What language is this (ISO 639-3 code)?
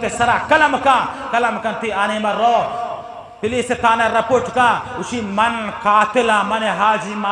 bgp